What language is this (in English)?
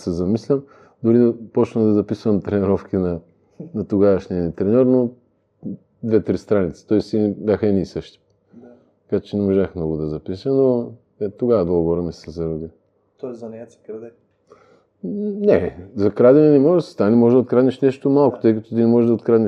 Bulgarian